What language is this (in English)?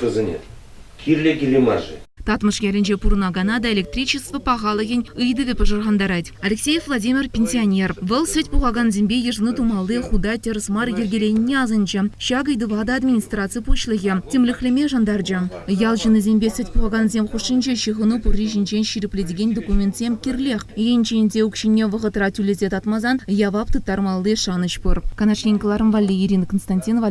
Chuvash